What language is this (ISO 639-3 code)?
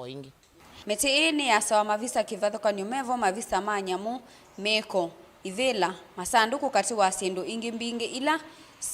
kam